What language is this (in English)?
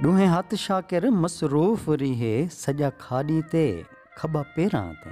Saraiki